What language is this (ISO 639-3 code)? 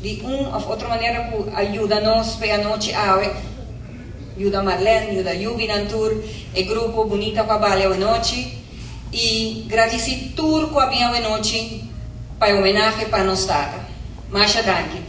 pap